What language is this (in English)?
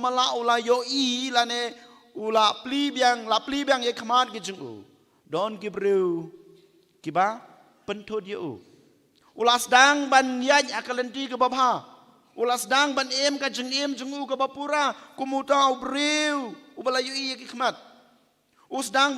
Khasi